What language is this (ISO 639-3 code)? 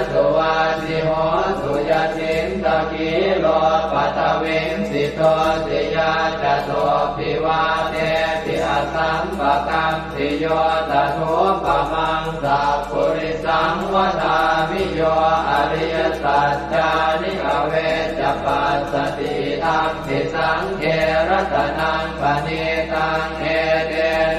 pli